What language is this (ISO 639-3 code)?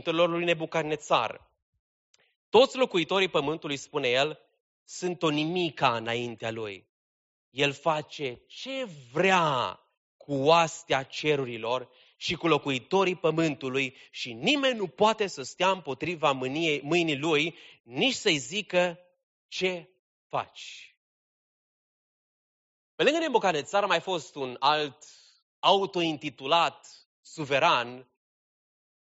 ron